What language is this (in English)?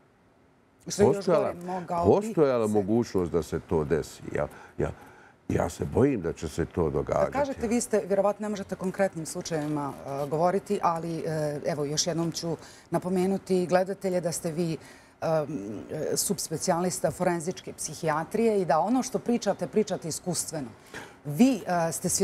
Bosnian